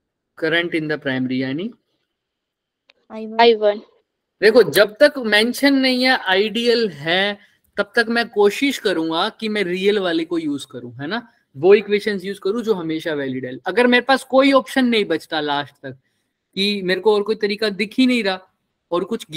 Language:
Hindi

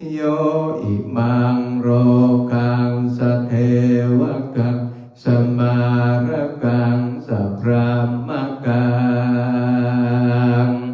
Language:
Pali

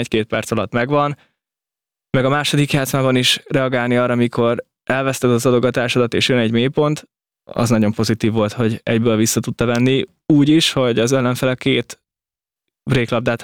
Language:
Hungarian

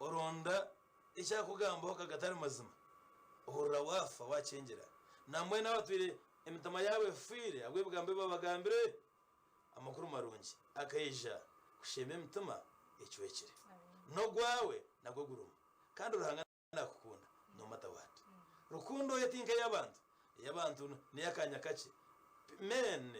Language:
Nyankole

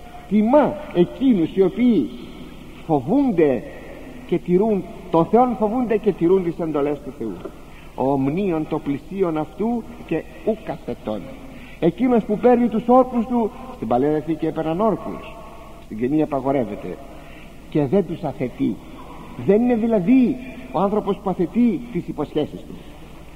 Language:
Greek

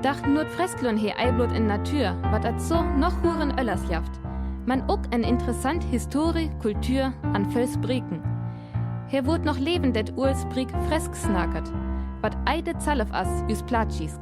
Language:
Northern Frisian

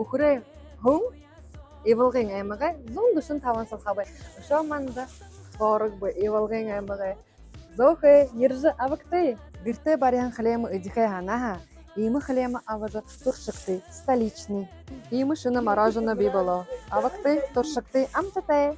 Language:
Buriat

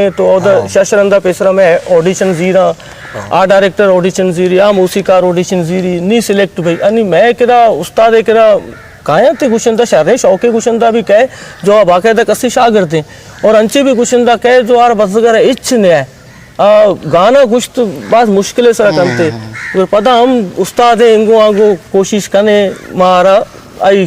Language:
Eastern Balochi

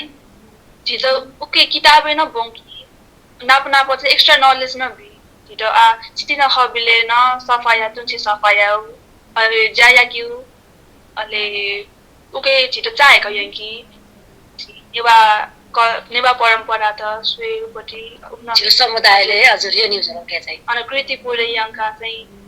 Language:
Newari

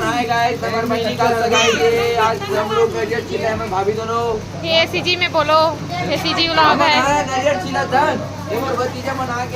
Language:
Chhattisgarhi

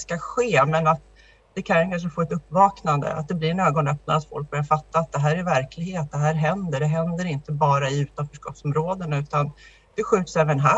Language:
Swedish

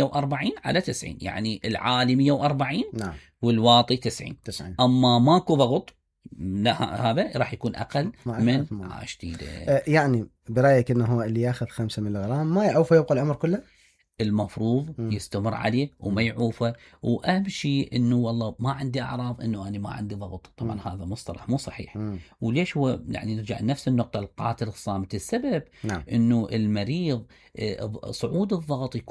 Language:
Mesopotamian Arabic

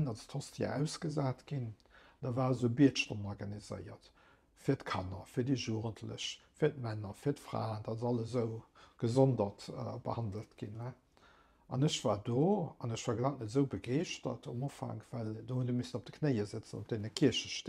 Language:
Luxembourgish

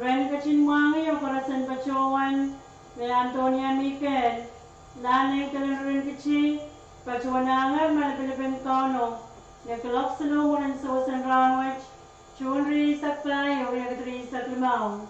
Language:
Pohnpeian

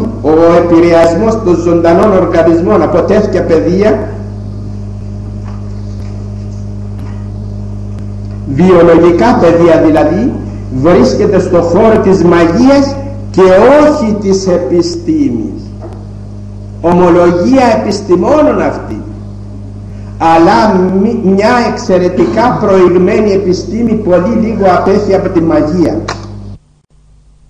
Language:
Greek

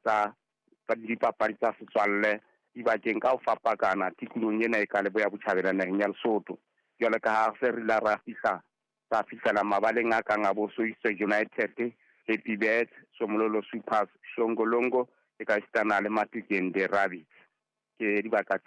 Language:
Southern Sotho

